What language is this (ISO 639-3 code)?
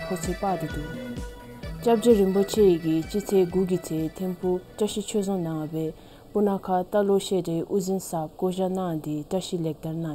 dzo